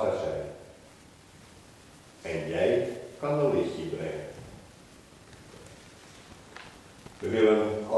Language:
Dutch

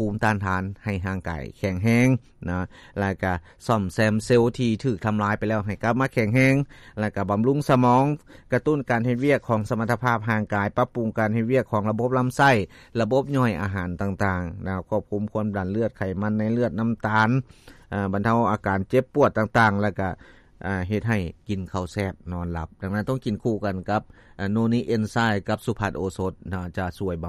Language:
Lao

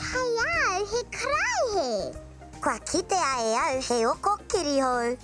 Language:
Māori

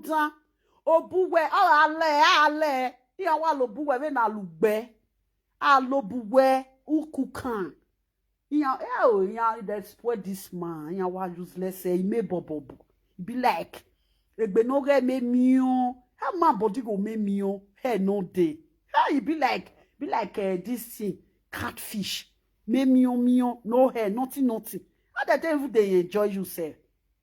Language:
Nigerian Pidgin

